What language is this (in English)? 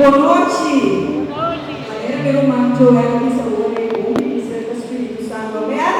Papiamento